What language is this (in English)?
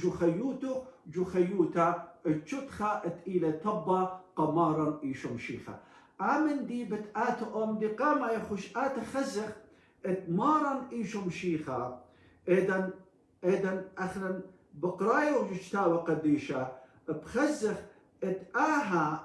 Assyrian Neo-Aramaic